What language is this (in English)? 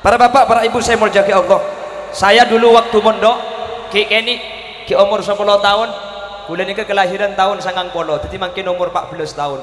Madurese